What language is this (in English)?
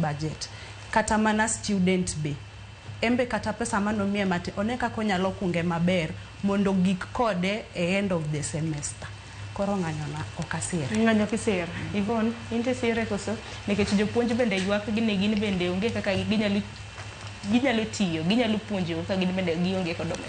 Luo (Kenya and Tanzania)